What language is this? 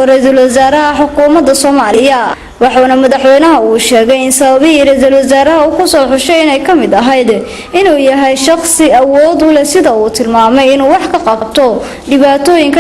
Somali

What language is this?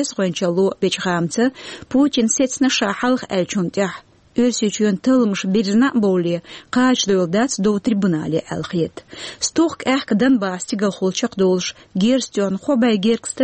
Chechen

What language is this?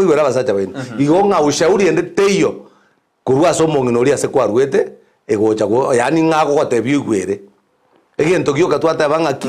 Gusii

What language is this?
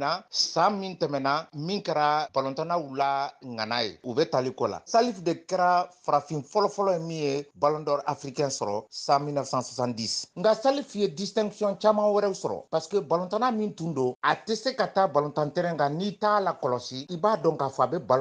Bambara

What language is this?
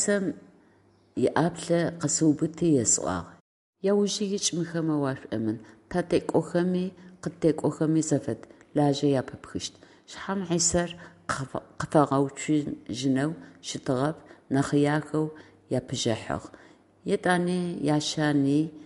Adyghe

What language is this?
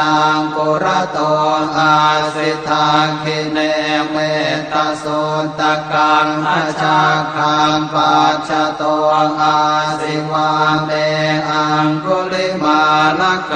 Pali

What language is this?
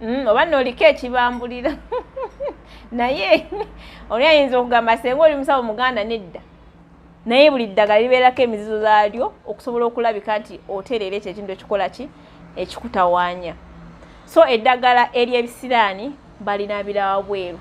Ganda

